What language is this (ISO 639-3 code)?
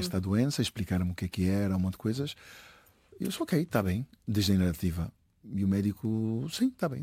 por